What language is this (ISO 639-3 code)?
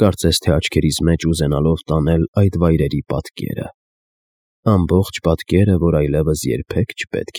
hye